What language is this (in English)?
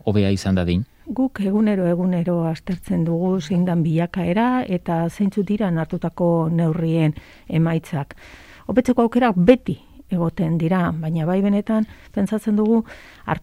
Basque